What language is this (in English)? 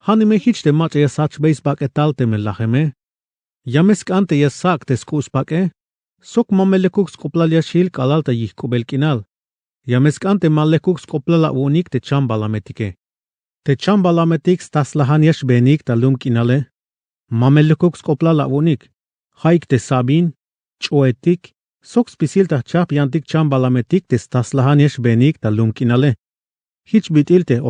Tzeltal